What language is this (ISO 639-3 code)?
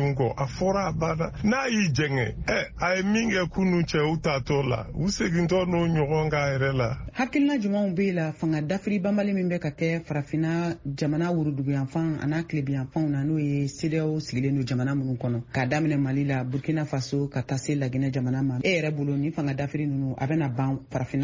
bam